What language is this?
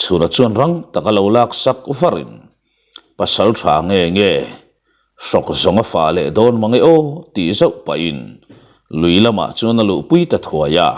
Mizo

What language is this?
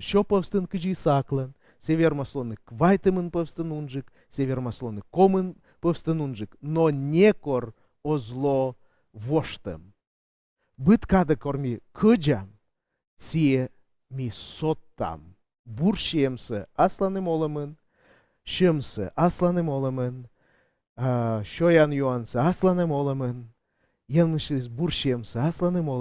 Komi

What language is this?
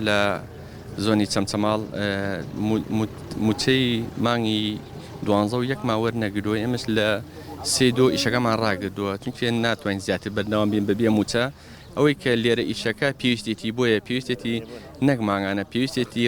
Central Kurdish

